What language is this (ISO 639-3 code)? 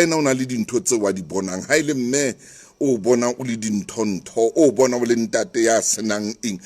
sot